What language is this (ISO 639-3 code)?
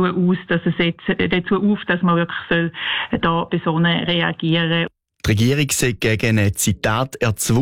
deu